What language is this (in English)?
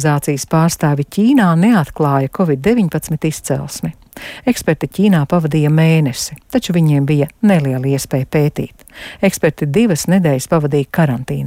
Latvian